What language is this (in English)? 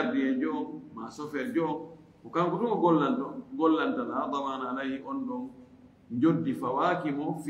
Fula